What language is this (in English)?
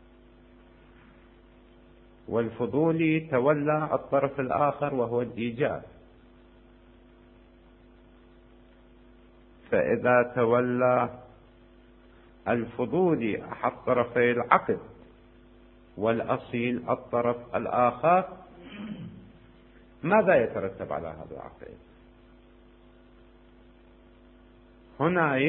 Arabic